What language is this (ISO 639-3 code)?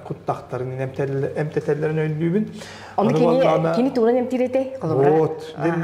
sah